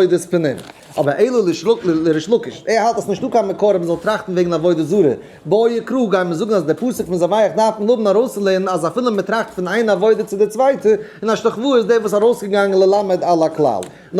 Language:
Yiddish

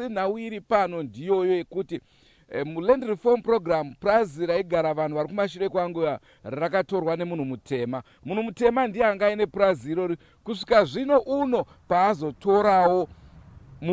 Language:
Shona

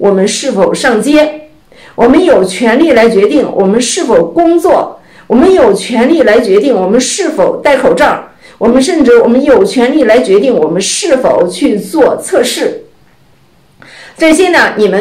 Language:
Chinese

